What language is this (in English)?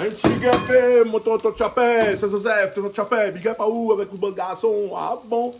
Réunion Creole French